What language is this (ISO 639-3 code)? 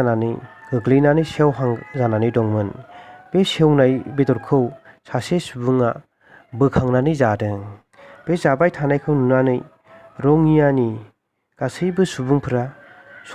brx